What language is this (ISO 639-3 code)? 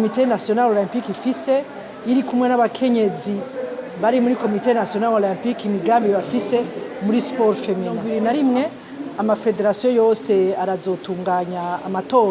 run